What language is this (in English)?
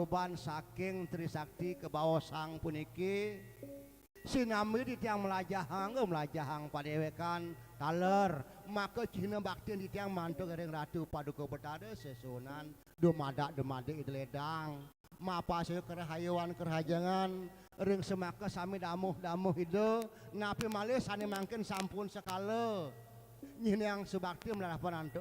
Balinese